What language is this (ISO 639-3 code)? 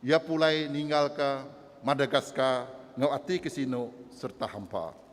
iba